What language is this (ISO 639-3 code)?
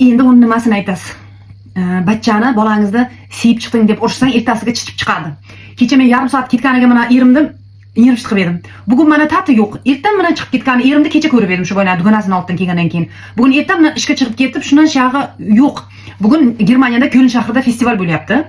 uzb